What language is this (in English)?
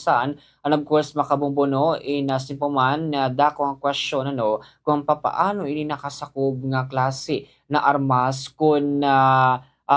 Waray